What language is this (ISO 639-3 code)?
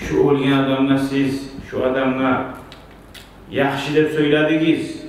kum